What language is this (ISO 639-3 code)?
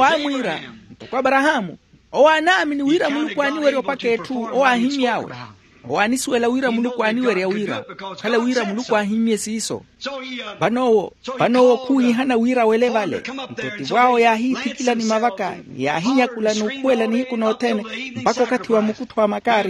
vmw